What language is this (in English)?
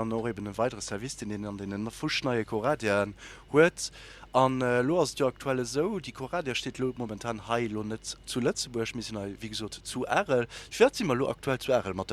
Luxembourgish